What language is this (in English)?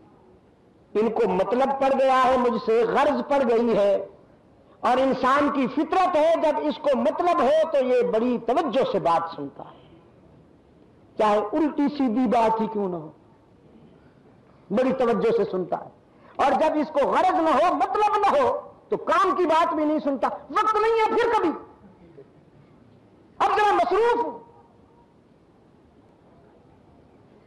Urdu